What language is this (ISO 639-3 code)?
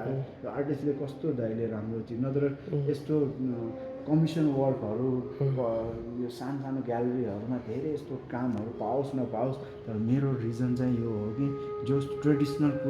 nep